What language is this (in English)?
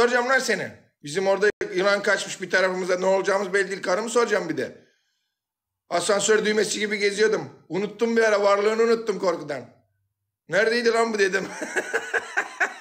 Turkish